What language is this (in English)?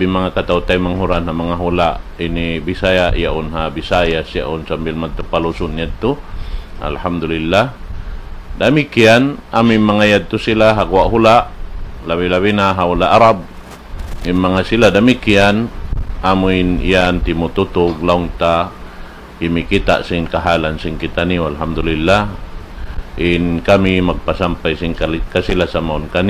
Tausug